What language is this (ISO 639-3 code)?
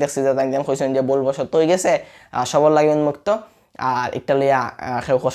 syl